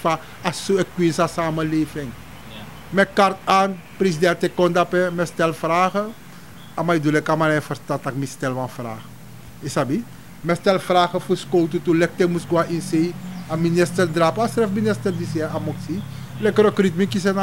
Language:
Sranan Tongo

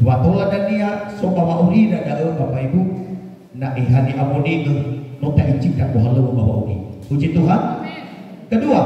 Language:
Nias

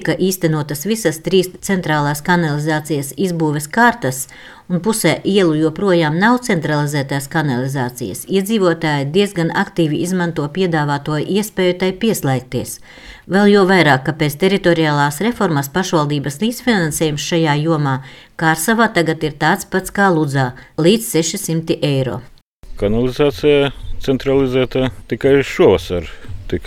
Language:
Latvian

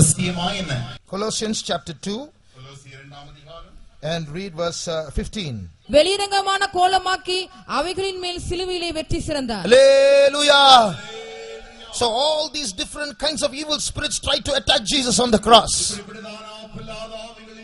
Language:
Tamil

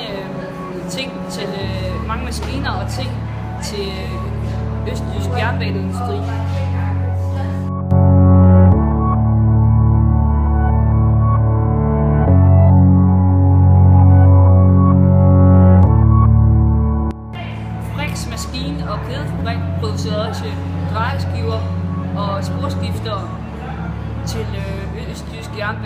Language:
Danish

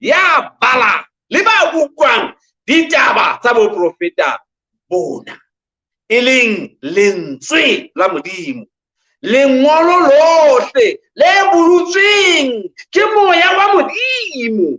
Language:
Southern Sotho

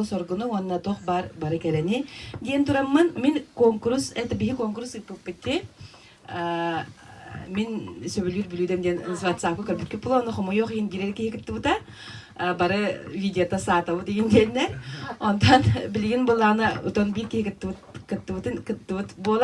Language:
Yakut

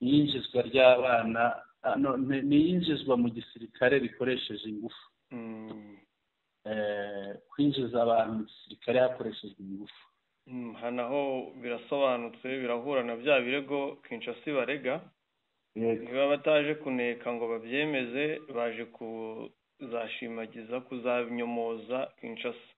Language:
Kinyarwanda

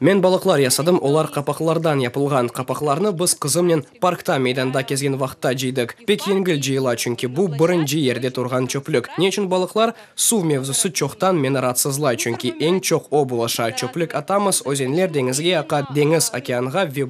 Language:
Crimean Tatar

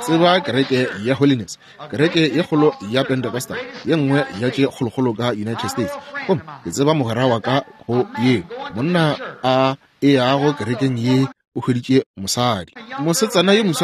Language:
Northern Sotho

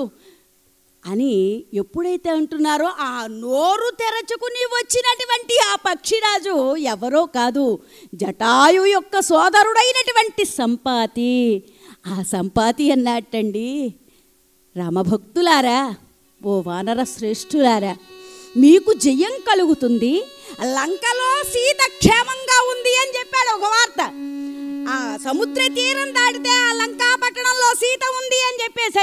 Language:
Telugu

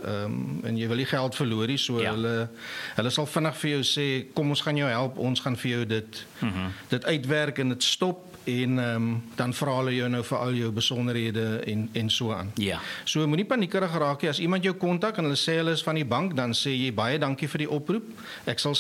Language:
Afrikaans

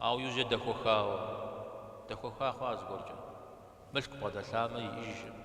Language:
Kabardian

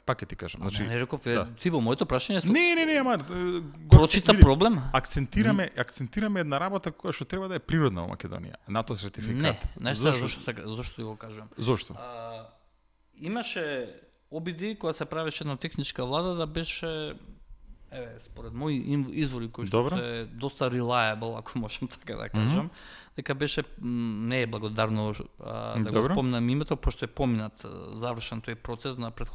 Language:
Macedonian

